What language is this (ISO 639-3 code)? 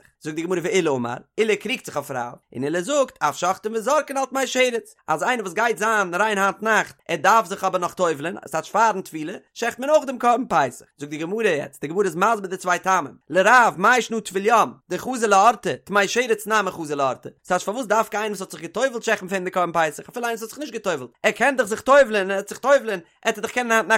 yid